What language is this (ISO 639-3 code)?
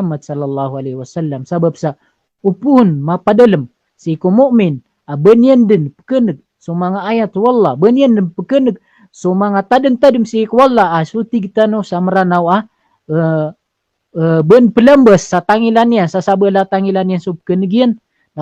mrw